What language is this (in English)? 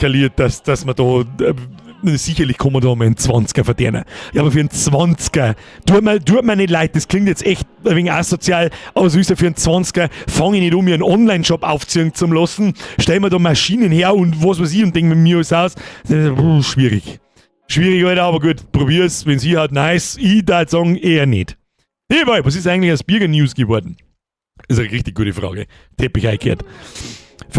Bavarian